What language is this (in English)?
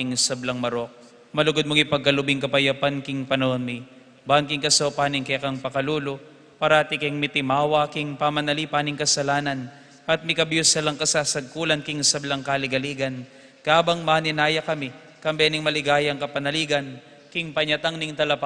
Pampanga